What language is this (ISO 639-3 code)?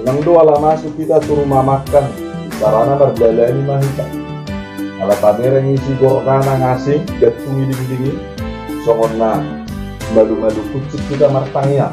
bbc